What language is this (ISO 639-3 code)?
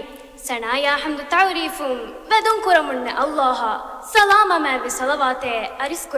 div